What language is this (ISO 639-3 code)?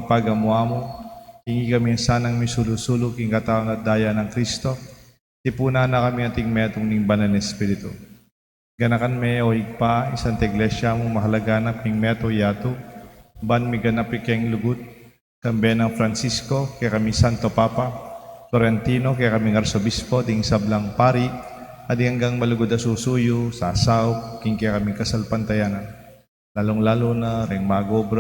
pam